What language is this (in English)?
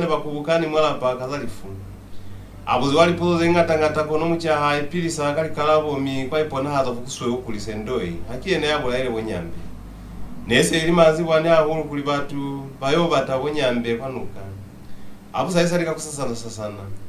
Lozi